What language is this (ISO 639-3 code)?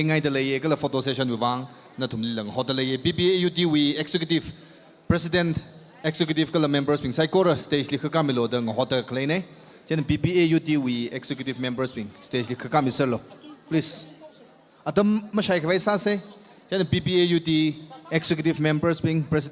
nmf